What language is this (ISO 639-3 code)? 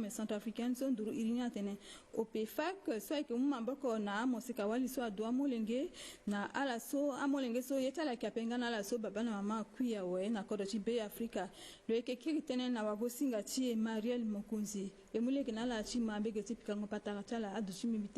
sag